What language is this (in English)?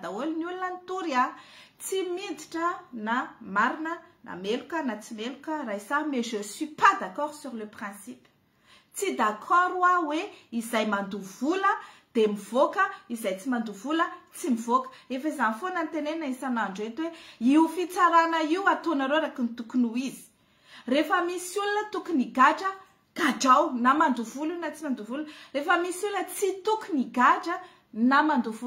Malagasy